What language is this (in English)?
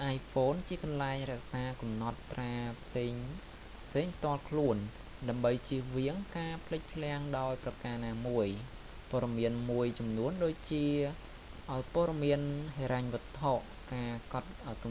Khmer